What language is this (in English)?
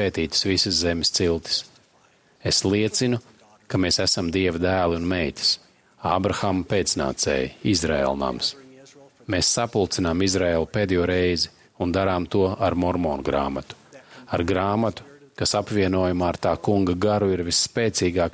Latvian